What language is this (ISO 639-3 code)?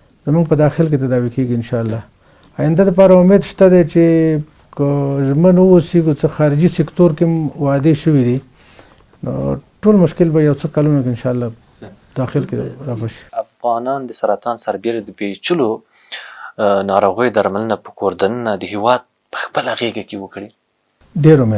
pus